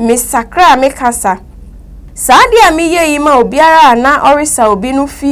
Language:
Akan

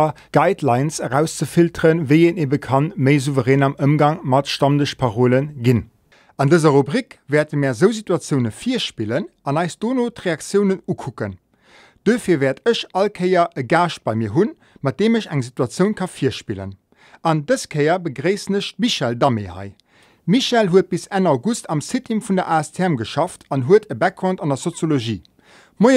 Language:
Luxembourgish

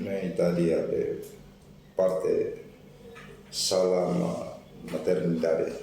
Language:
Tetum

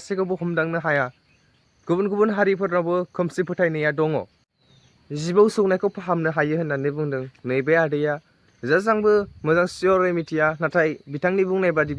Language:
Bodo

